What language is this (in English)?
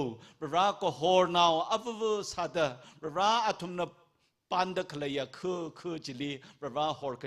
Tangkhul Naga (India)